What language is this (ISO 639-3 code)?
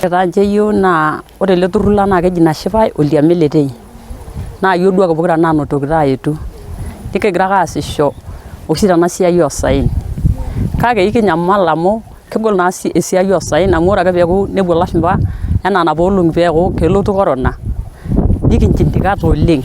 mas